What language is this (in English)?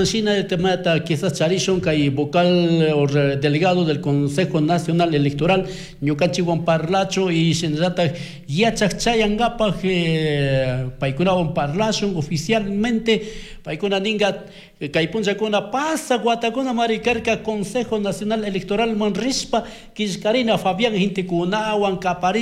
Chimborazo Highland Quichua